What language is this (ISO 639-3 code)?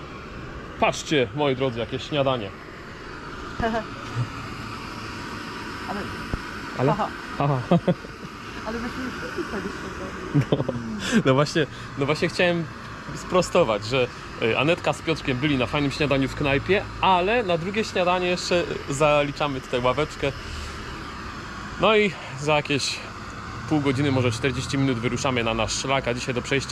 pol